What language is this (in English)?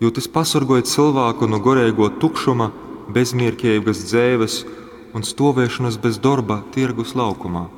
Latgalian